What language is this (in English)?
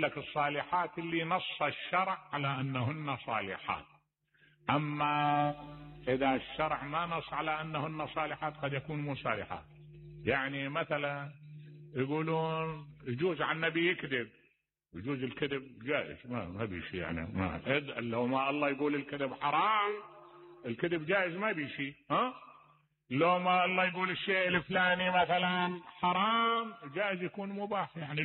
Mesopotamian Arabic